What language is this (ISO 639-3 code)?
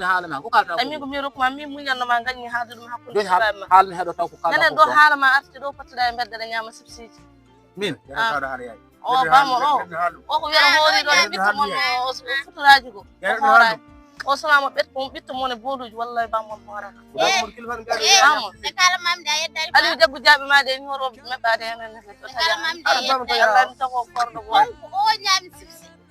ful